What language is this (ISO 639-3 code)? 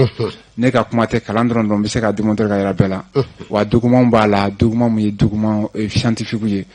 bam